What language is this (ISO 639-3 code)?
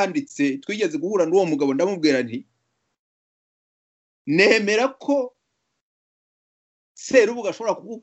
kin